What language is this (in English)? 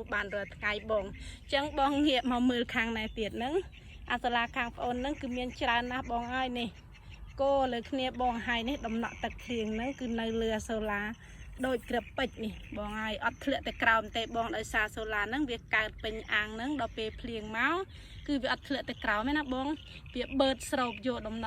Khmer